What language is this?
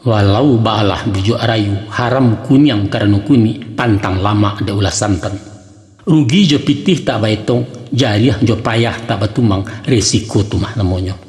Minangkabau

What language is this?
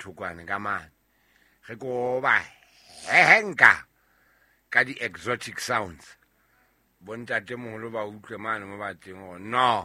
Southern Sotho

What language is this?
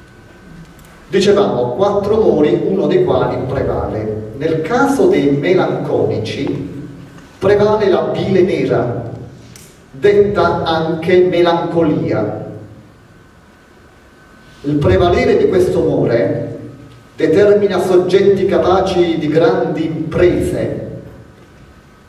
Italian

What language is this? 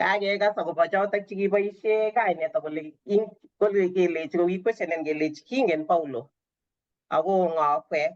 Kalenjin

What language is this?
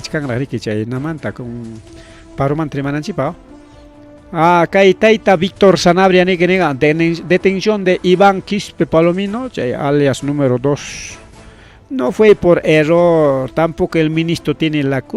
Ayacucho Quechua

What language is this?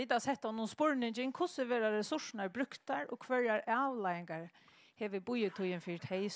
Faroese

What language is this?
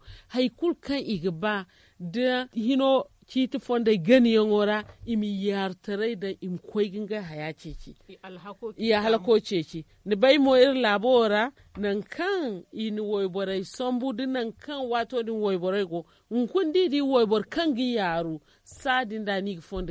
Zarma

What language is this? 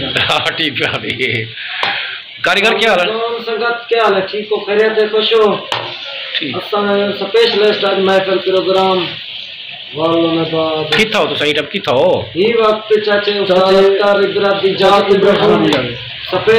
Saraiki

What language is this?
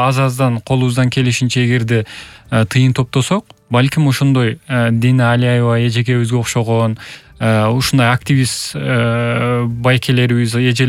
Kyrgyz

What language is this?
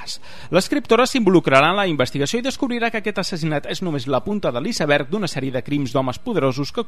Catalan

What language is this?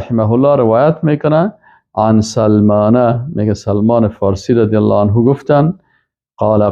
Persian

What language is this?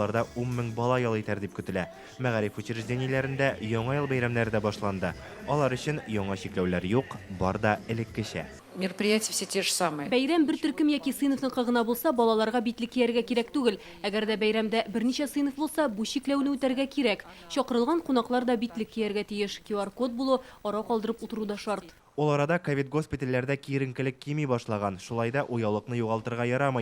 Tatar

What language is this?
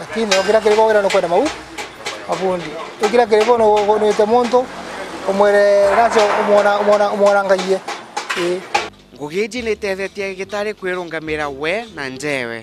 Meru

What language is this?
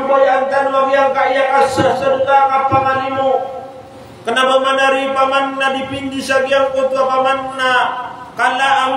Maranao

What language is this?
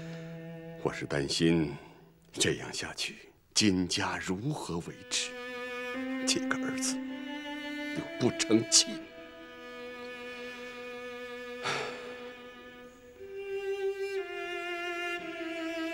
Chinese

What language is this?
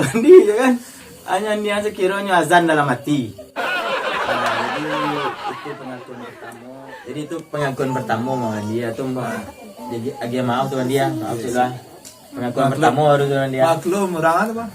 Minangkabau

